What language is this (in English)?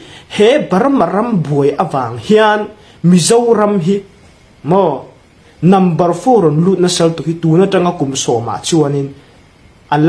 Hmar